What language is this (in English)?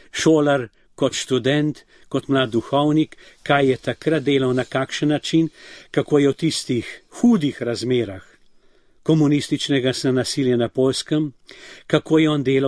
Slovenian